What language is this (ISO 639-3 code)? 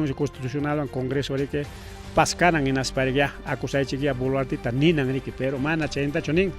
quy